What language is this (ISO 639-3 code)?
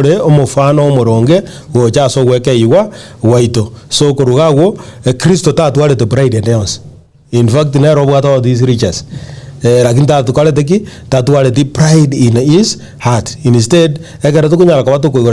guz